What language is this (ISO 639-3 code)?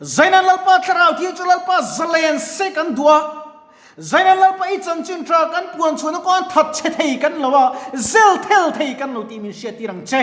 lus